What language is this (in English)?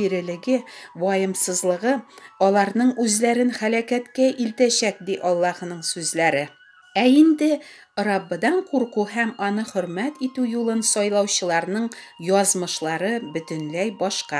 Tatar